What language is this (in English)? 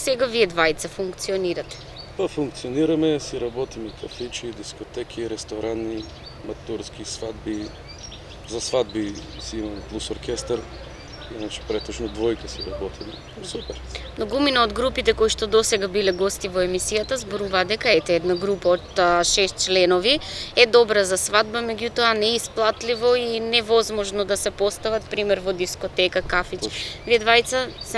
Macedonian